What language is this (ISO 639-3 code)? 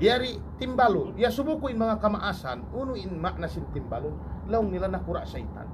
tsg